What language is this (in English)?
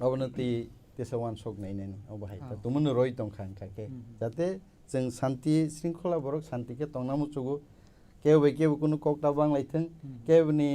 Kok Borok